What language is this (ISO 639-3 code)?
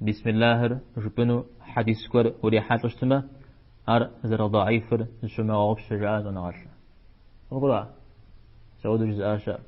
kbd